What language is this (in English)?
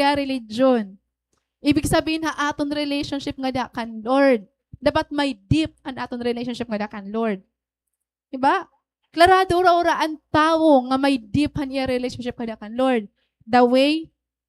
Waray